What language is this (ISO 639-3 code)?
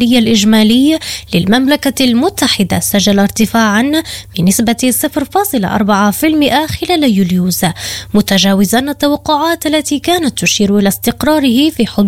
ara